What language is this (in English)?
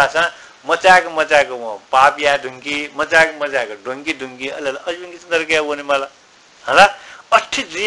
Newari